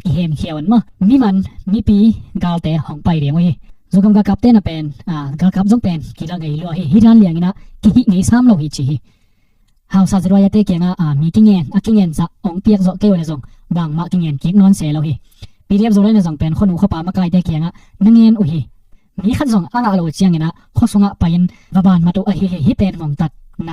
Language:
Tedim Chin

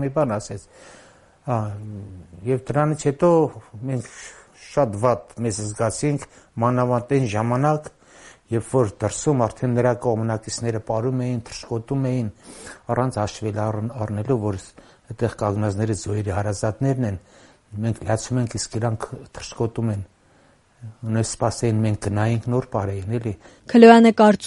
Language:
Armenian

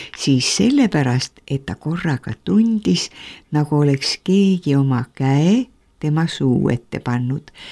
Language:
Estonian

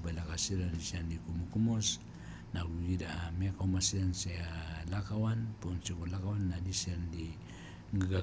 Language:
Maranao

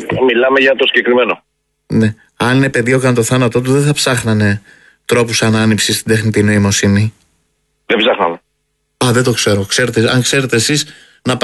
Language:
Greek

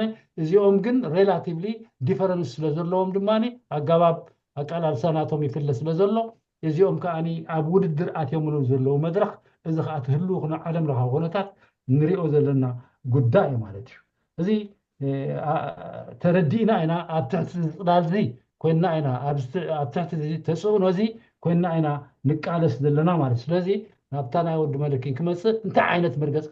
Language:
Tigrinya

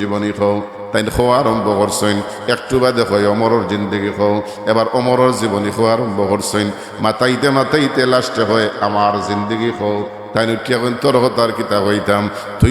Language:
Sylheti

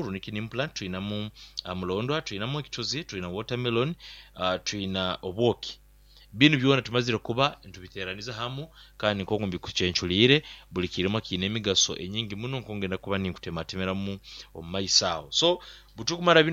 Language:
Nyoro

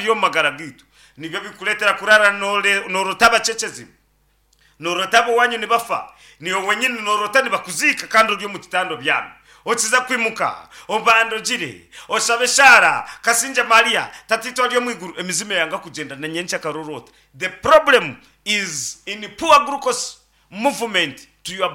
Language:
Nyankole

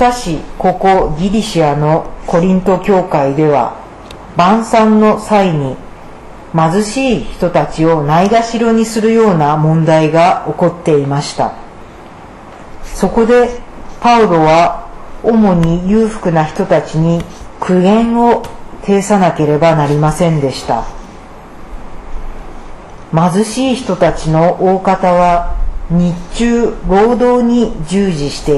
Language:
Japanese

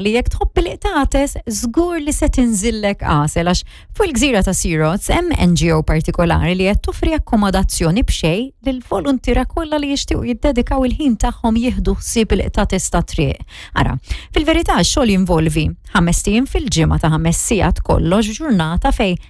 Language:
Maltese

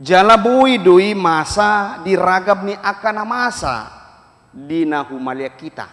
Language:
Batak Toba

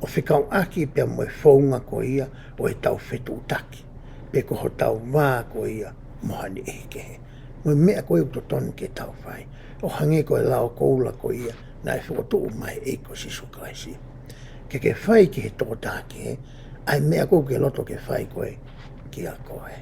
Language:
Tongan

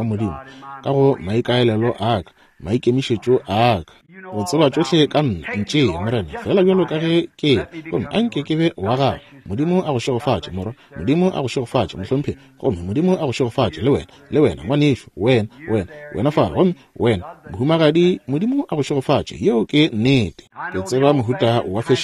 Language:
Northern Sotho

